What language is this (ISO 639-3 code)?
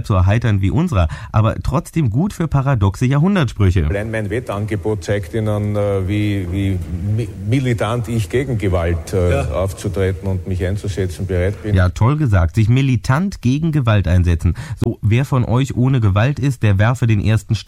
deu